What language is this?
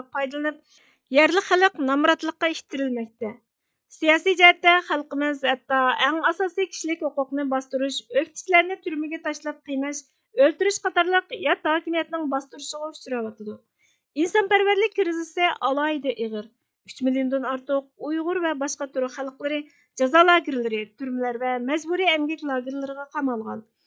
Uyghur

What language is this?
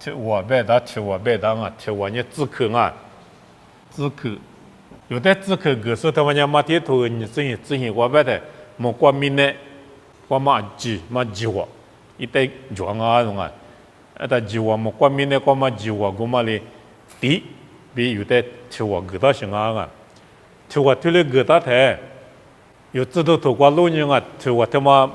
Lisu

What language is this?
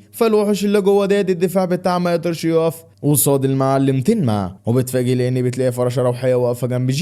Egyptian Arabic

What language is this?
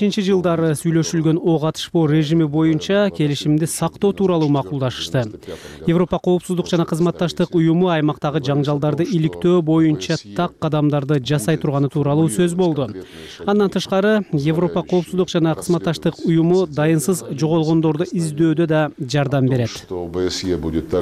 Kyrgyz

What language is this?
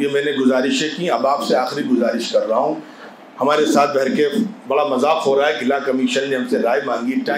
Urdu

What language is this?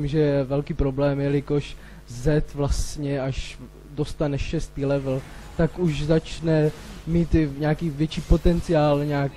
Czech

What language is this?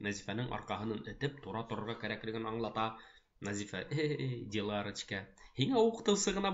Bashkir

